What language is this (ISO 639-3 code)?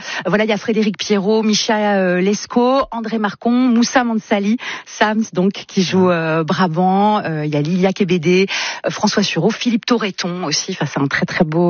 fra